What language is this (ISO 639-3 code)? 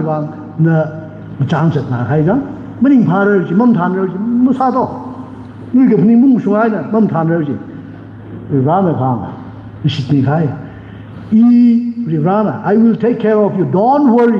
nmf